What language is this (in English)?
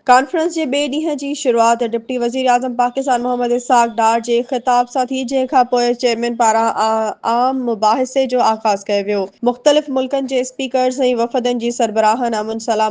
Sindhi